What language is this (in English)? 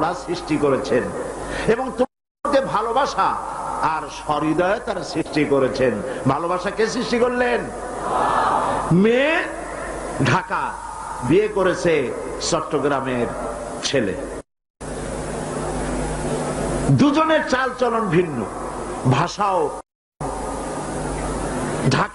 Bangla